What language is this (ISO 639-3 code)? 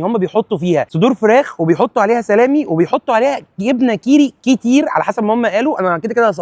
arz